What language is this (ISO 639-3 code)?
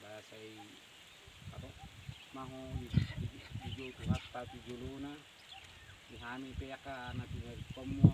bbc